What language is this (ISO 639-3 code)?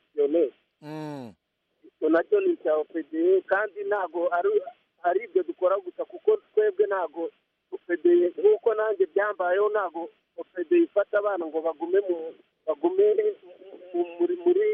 kin